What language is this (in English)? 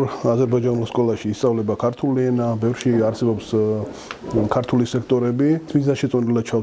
Georgian